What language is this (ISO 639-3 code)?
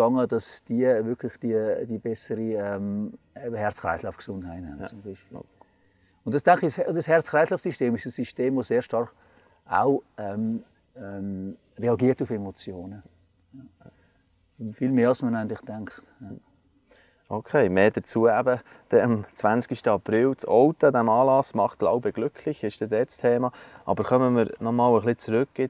gsw